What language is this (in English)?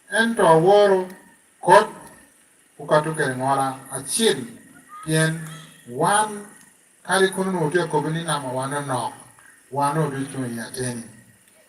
Lango (Uganda)